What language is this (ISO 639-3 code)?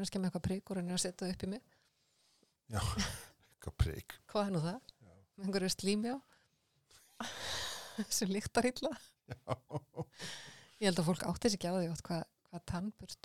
isl